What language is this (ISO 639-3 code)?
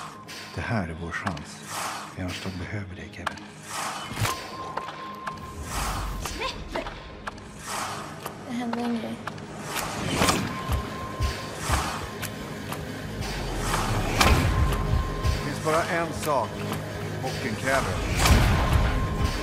swe